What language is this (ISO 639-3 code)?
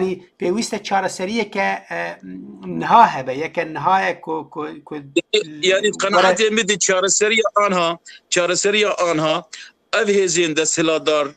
kur